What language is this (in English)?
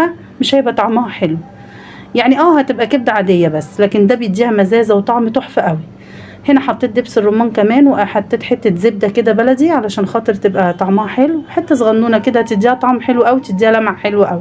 Egyptian Arabic